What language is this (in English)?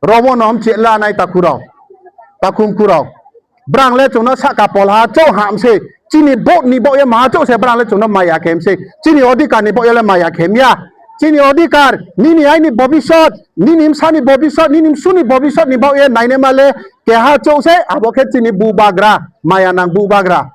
Riang (India)